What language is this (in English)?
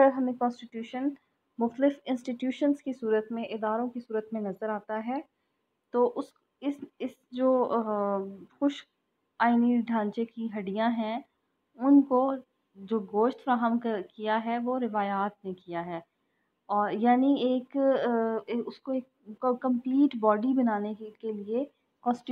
Urdu